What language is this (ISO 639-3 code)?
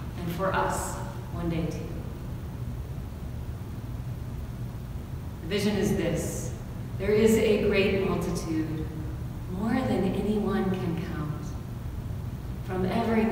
eng